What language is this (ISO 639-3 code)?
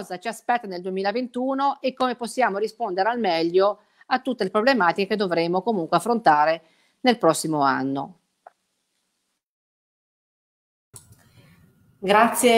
ita